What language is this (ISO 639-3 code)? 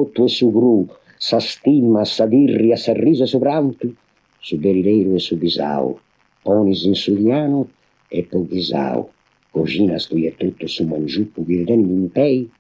srd